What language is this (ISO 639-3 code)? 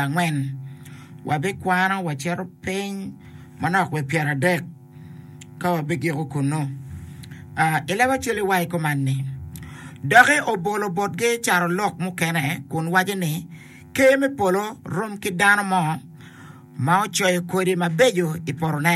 ach